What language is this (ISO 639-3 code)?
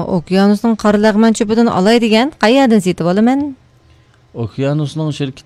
uig